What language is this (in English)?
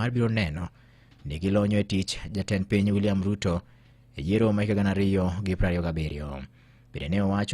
Luo (Kenya and Tanzania)